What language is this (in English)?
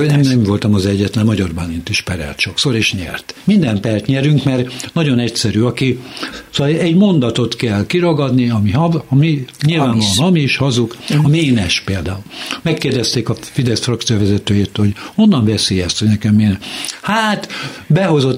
Hungarian